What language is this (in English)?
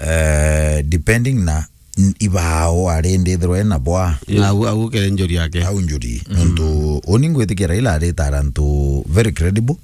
Meru